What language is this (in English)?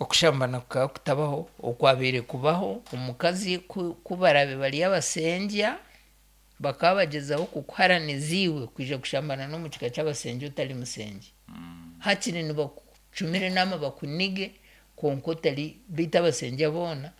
Nyankole